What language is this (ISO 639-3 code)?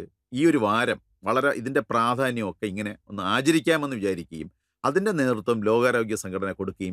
mal